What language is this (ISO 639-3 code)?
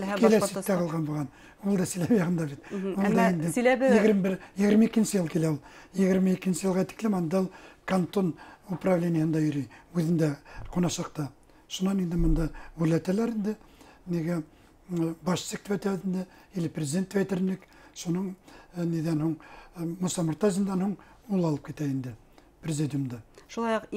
bak